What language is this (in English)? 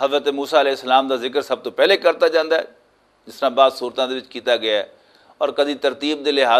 Western Panjabi